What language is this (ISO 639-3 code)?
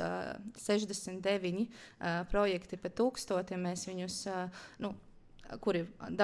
lav